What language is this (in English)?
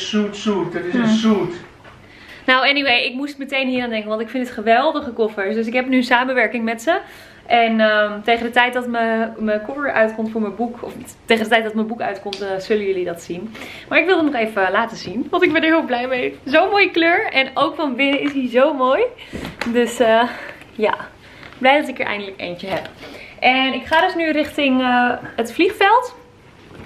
Dutch